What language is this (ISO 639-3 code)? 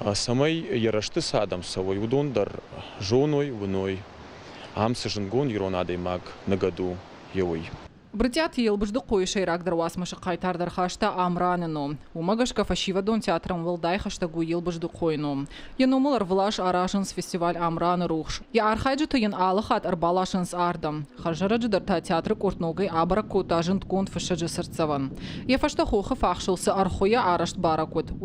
oss